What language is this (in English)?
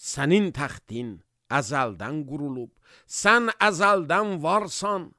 Azerbaijani